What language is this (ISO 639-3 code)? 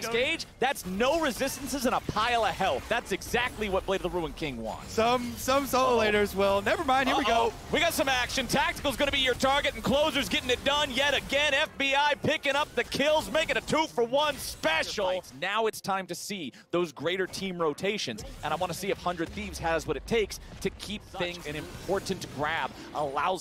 eng